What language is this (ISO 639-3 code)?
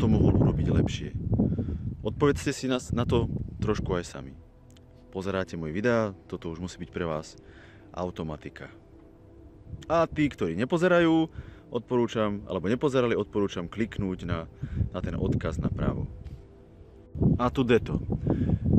slk